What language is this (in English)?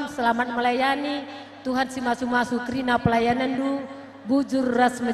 Batak Karo